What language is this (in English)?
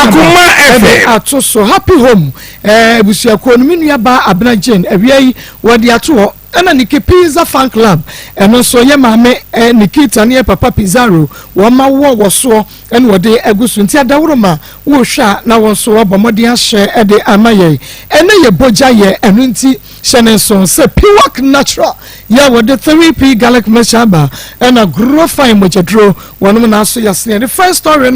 Akan